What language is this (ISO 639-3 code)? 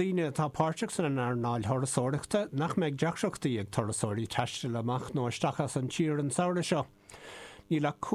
gle